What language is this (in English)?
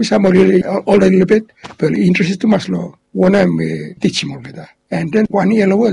Bislama